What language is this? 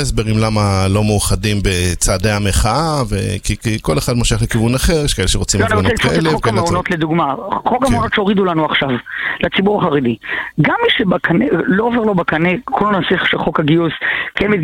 Hebrew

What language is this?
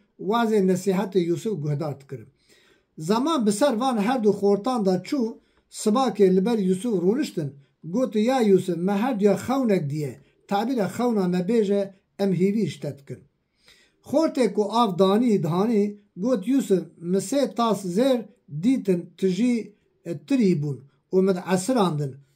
Kurdish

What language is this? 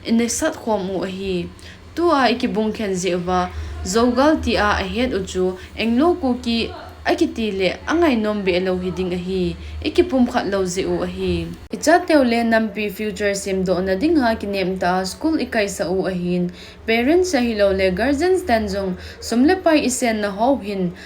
Thado Chin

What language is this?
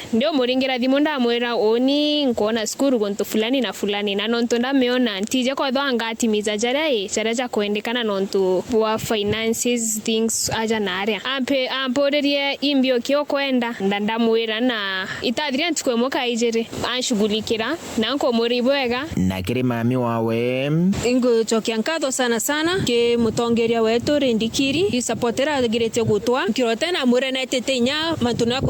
Meru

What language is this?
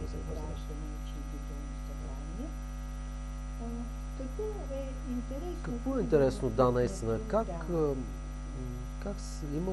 Bulgarian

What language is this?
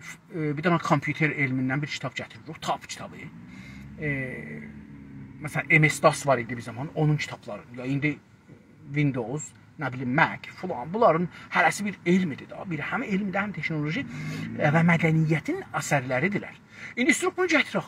South Azerbaijani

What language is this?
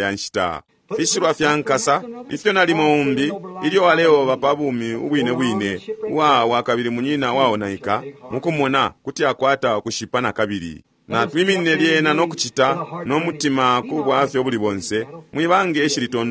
Bemba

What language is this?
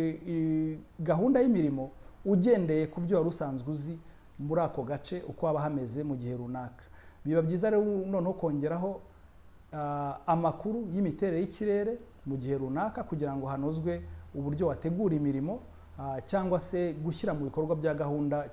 Kinyarwanda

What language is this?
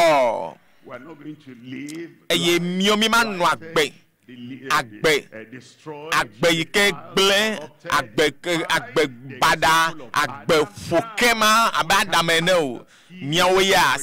Ewe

